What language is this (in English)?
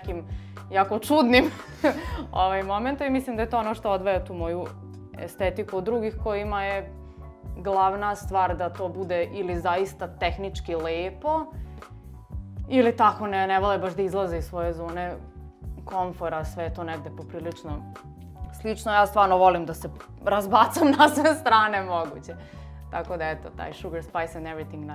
Serbian